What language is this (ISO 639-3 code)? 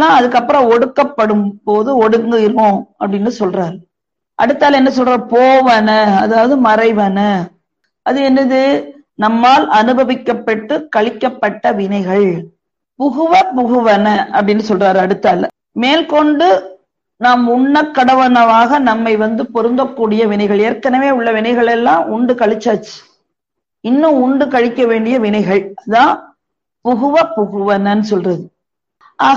tam